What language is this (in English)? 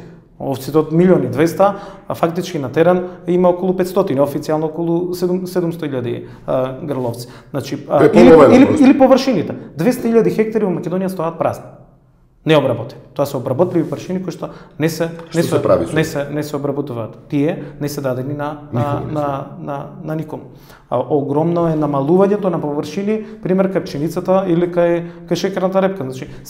Macedonian